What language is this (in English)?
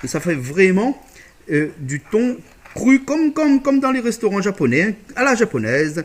Réunion Creole French